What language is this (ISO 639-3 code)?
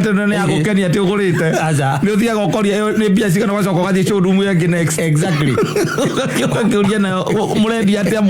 kik